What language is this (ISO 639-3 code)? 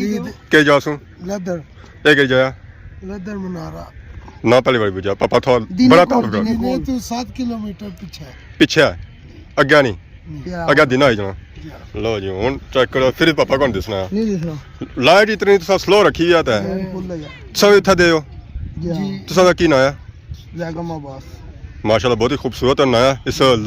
phr